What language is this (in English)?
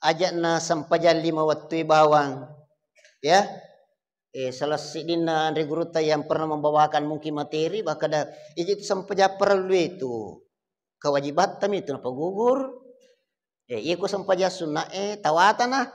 Buginese